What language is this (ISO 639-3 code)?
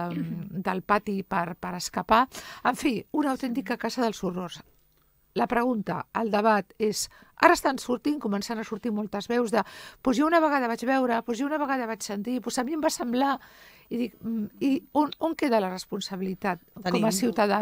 cat